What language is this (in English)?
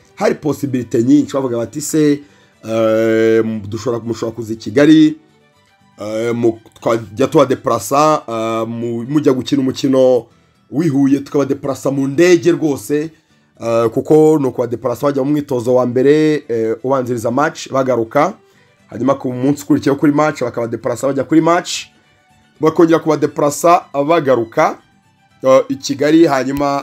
Kinyarwanda